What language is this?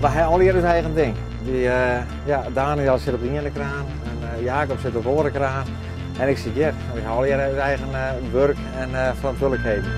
Western Frisian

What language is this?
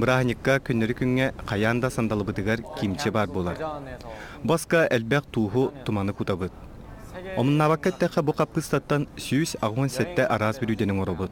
Yakut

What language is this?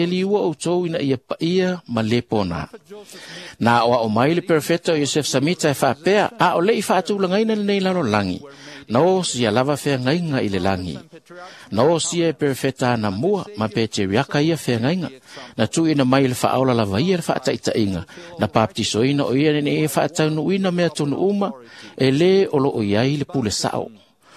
Samoan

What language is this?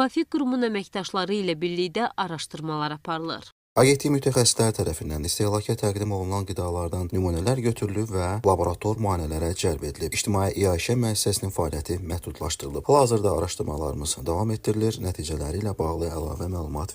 Azerbaijani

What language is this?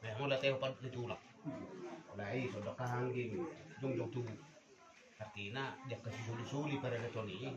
Batak Toba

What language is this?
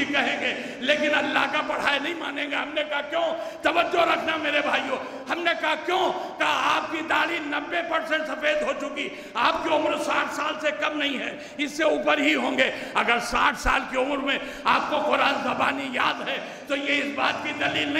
Urdu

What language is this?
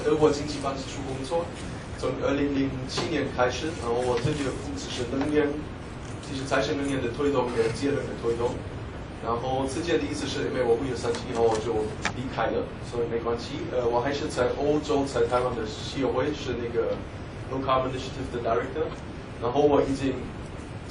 Chinese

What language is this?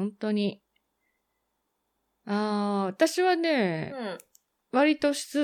Japanese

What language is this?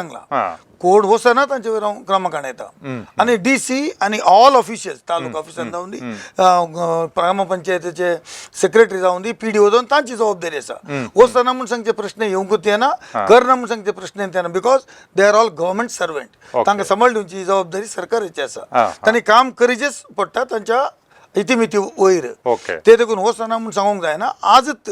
Konkani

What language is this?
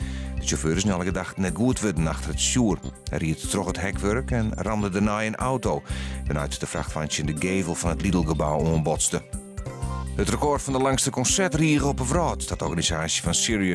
Western Frisian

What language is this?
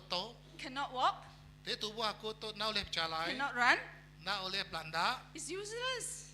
Iban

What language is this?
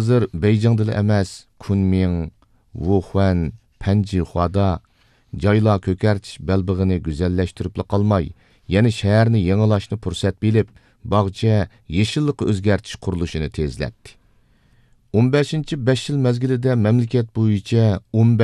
Uyghur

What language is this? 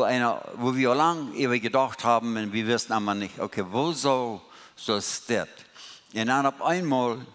Plautdietsch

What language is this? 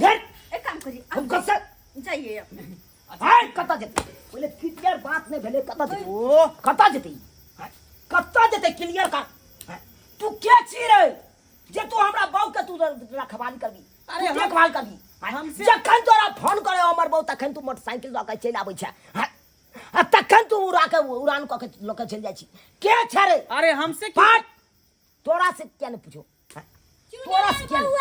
Maithili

